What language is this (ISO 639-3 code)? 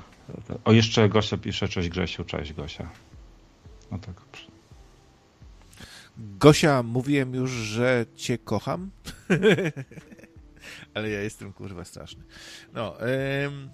pol